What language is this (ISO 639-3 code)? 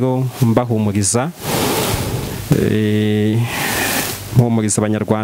kin